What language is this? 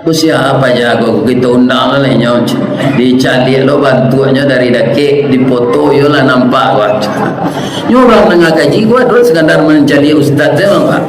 Minangkabau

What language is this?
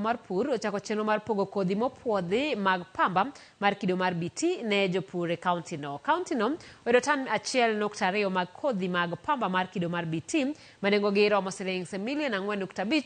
Luo (Kenya and Tanzania)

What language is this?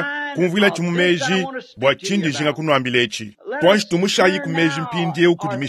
Luba-Lulua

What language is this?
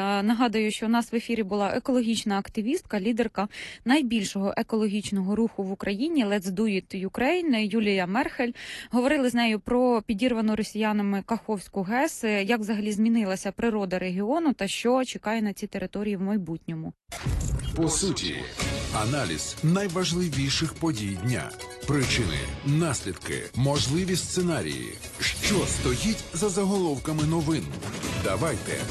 Ukrainian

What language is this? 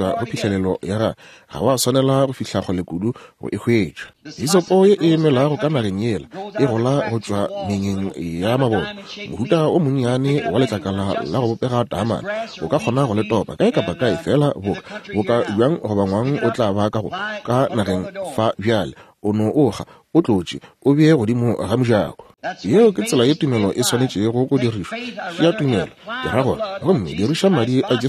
Northern Sotho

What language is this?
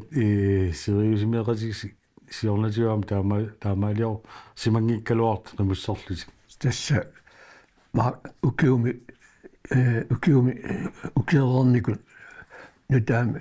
Kalaallisut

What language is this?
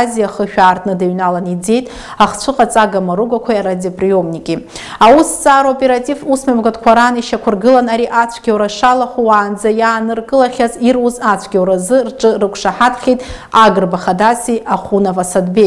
Abkhazian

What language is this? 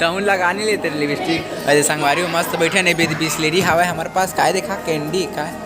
Chhattisgarhi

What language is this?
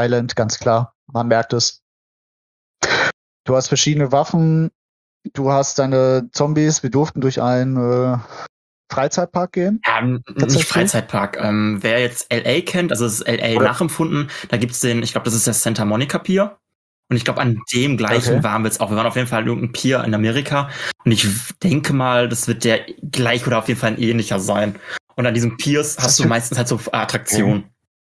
German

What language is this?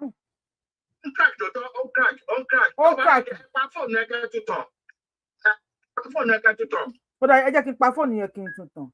Yoruba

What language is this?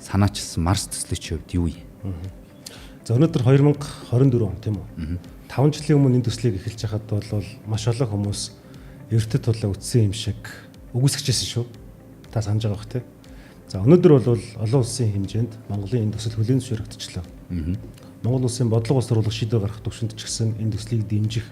Mongolian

